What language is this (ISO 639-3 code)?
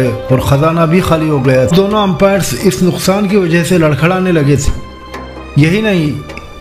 urd